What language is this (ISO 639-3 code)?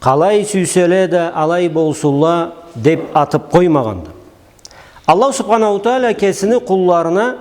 krc